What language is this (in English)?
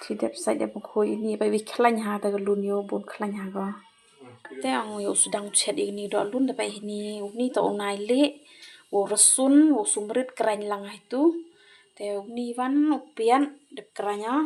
Khasi